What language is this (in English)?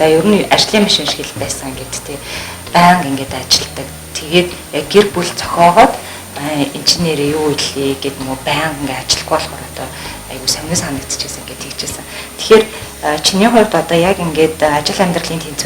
Mongolian